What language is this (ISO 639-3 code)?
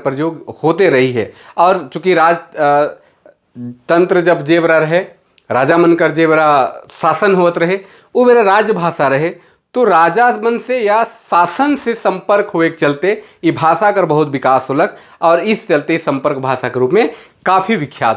sck